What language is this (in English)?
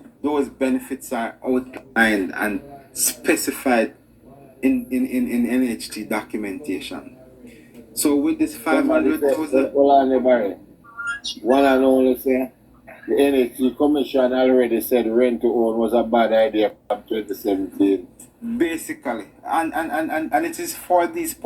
Jamaican Creole English